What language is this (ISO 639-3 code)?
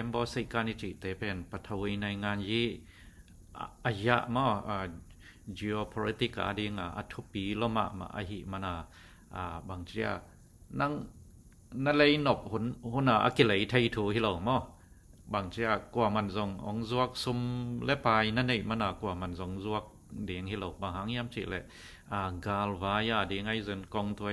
ctd